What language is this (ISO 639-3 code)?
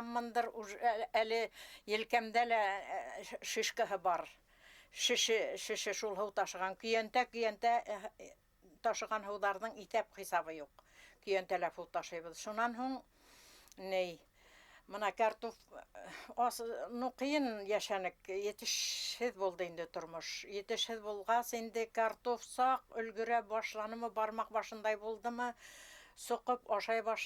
bak